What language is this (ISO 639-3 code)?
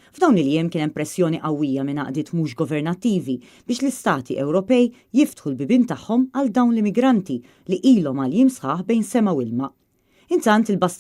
mlt